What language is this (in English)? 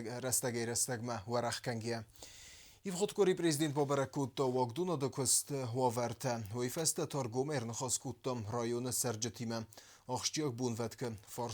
Ossetic